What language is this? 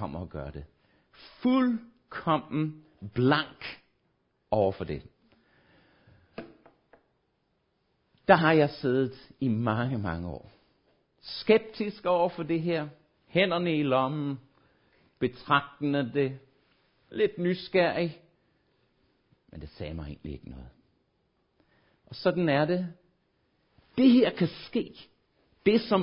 Danish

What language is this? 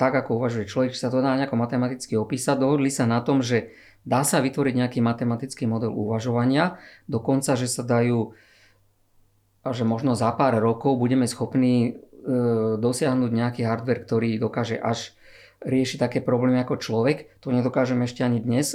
Slovak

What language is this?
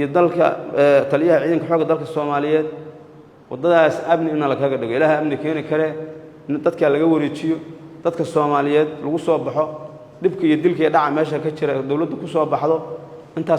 Somali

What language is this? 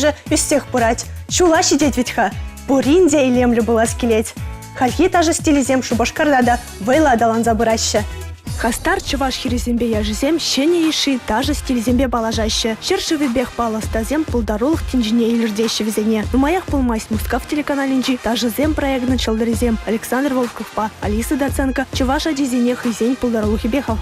Chuvash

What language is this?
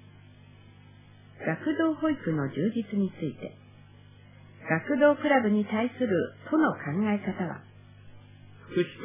Japanese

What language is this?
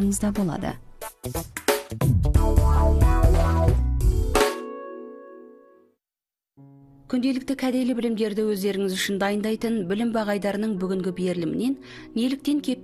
Kazakh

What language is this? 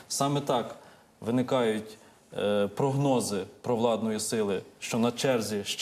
Ukrainian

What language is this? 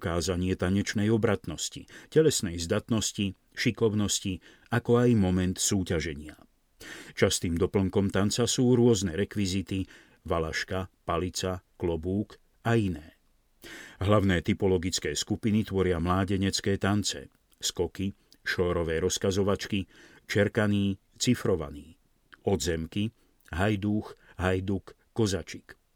Slovak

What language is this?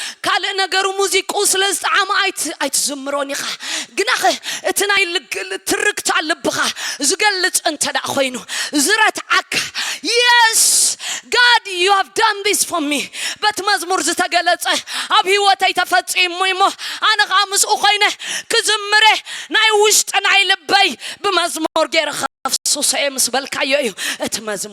Tigrinya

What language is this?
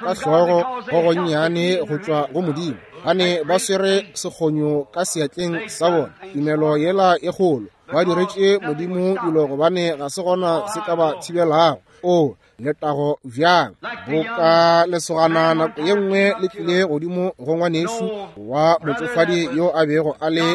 Northern Sotho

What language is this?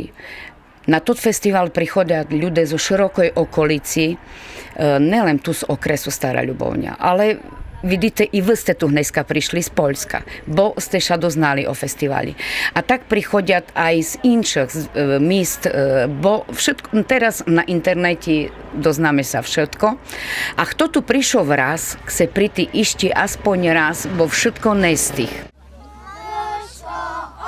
Rusyn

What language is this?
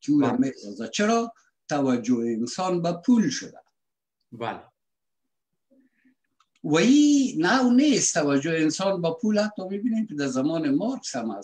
Persian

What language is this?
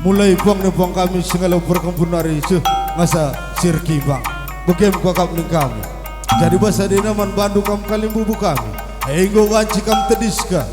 Batak Karo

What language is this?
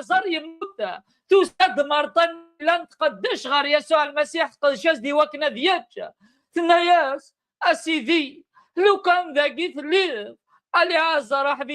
Kabyle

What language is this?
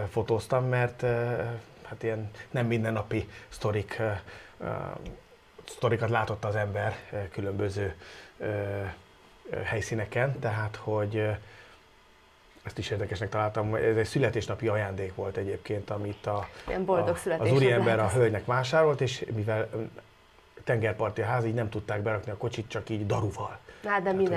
Hungarian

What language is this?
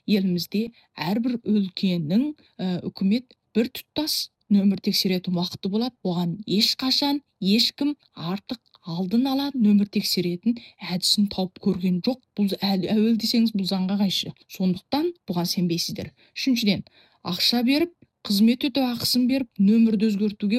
Kazakh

